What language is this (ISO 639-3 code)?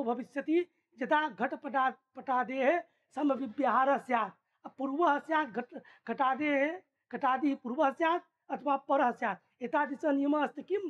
san